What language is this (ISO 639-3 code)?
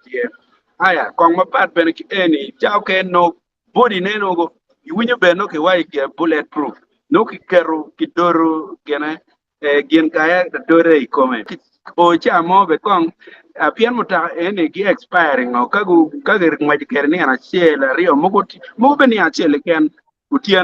ach